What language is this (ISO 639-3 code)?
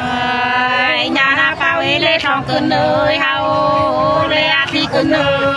nut